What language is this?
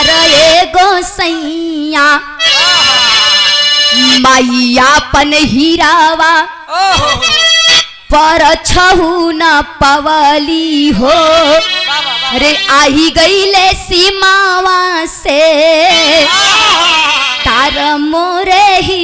Bhojpuri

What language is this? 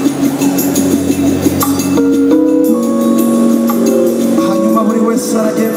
Kinyarwanda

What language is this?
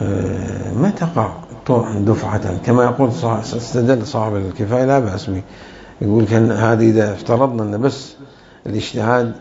Mesopotamian Arabic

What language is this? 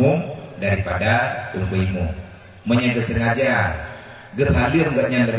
Achinese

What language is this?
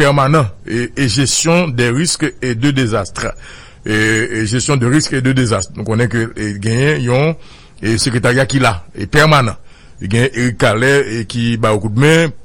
Haitian Creole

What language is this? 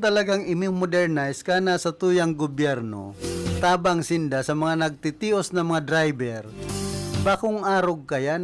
Bikol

